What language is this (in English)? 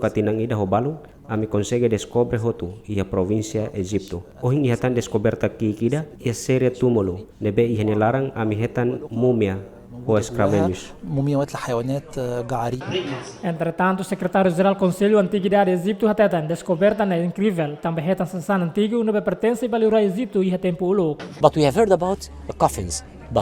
Tetum